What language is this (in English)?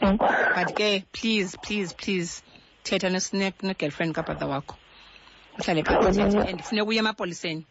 Xhosa